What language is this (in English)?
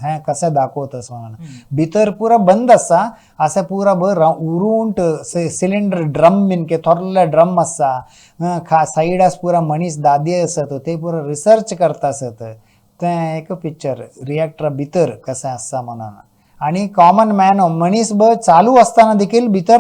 Konkani